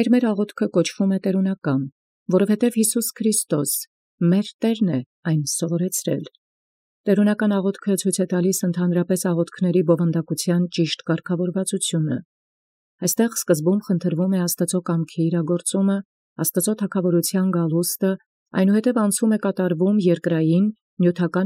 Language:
Armenian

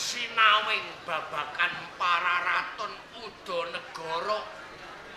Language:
Javanese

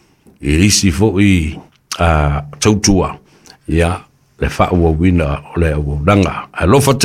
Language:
Samoan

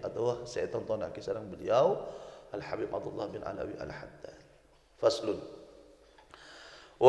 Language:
Madurese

